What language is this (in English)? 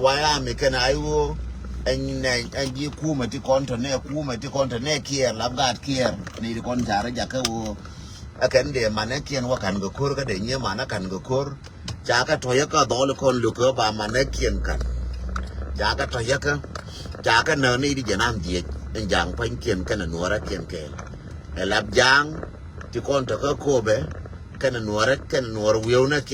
Nuer